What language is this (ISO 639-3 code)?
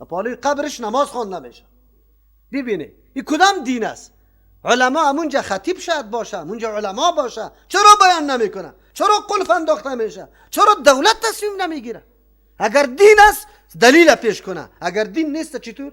fas